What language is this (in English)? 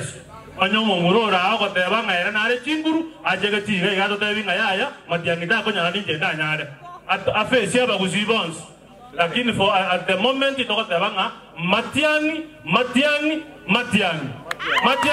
Gusii